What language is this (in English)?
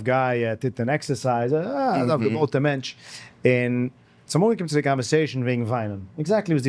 Yiddish